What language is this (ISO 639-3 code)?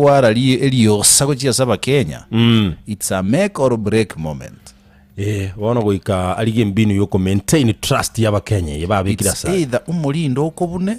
guz